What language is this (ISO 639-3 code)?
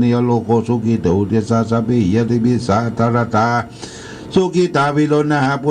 pli